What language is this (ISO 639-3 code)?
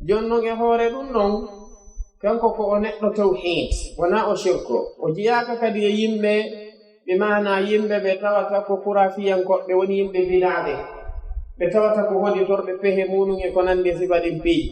fuf